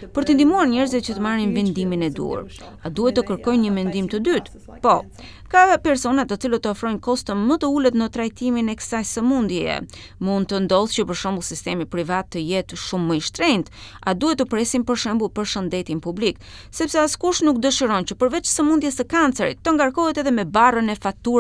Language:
Albanian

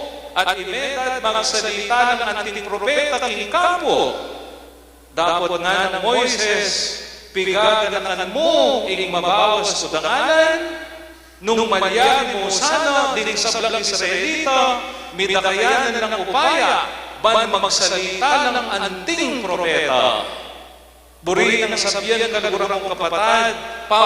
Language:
Pampanga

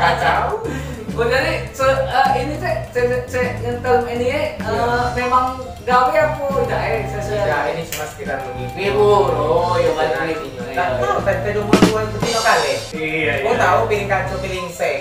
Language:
Musi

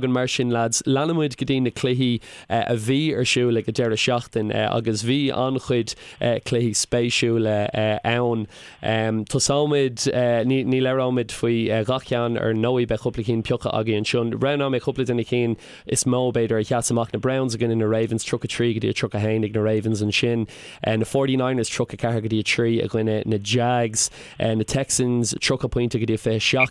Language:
Irish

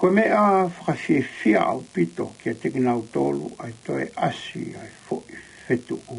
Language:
Tongan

